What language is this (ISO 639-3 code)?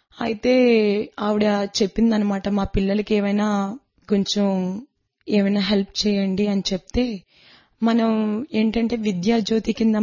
tel